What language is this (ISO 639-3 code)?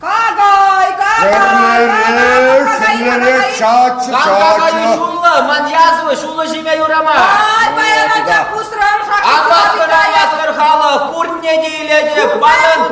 chv